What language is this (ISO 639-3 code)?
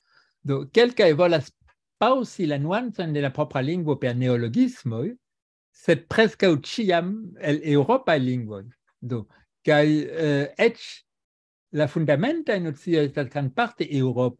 epo